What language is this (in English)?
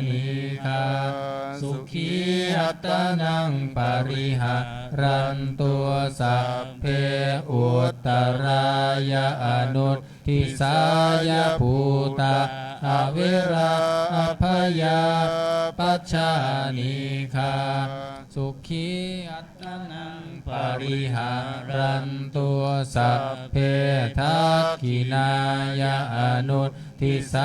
Pali